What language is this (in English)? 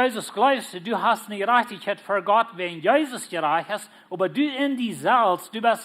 Plautdietsch